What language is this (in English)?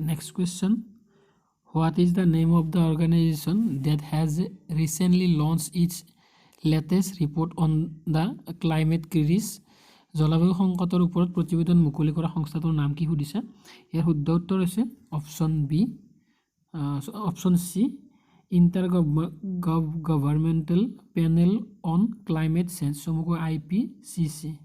Assamese